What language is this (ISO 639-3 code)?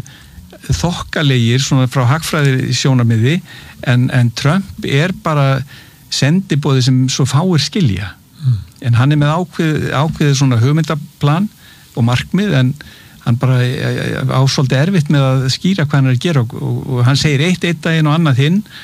isl